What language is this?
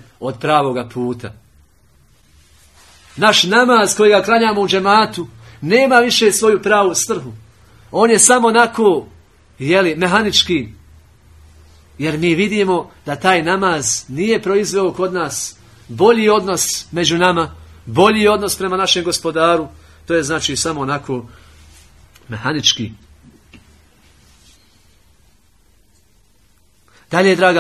Bosnian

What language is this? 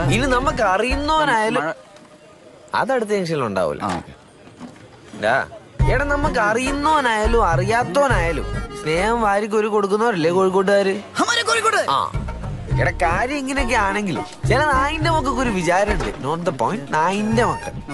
Malayalam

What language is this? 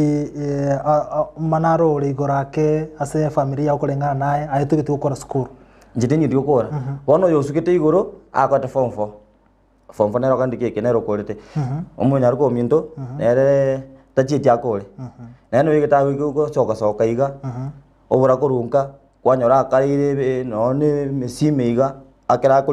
Gusii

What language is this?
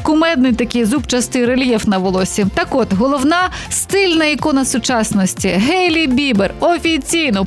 Ukrainian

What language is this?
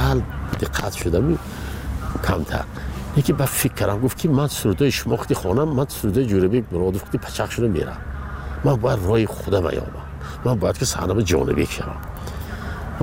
Tajik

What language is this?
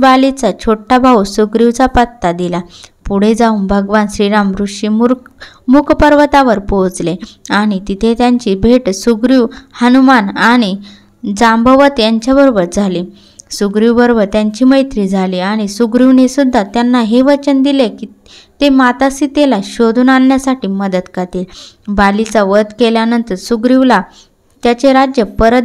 Marathi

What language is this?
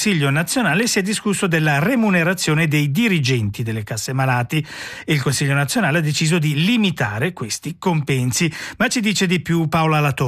Italian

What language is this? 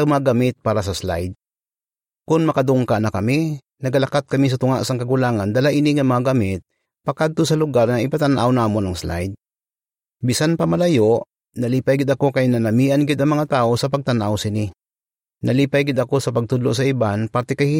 Hiligaynon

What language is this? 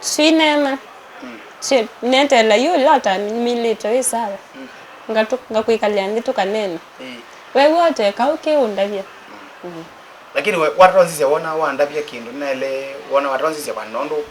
Kamba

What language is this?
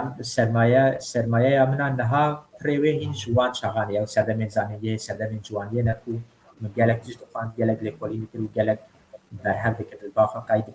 Kurdish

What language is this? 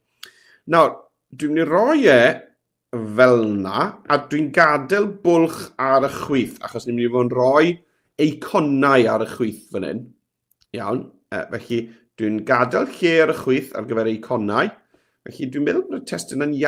Welsh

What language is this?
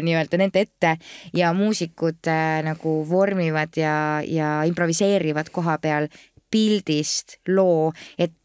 Estonian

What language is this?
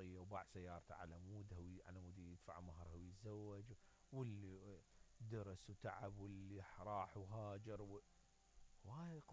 Mesopotamian Arabic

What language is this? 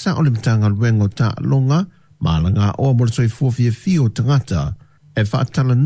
Samoan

